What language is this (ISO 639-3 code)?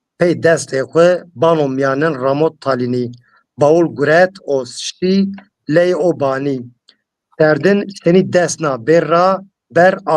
zza